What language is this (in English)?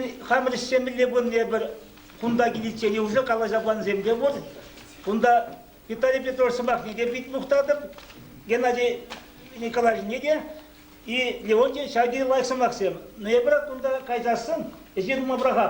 Chuvash